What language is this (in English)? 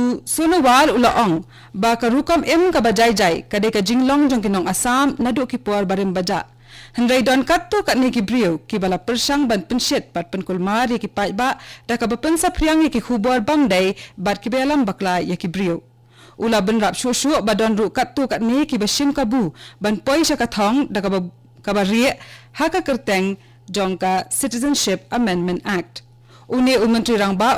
Khasi